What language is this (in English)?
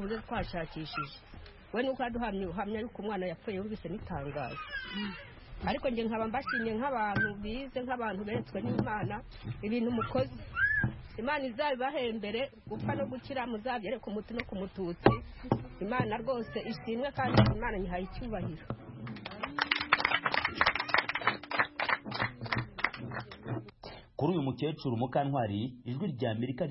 Kinyarwanda